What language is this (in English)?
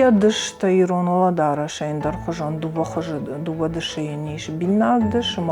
Ossetic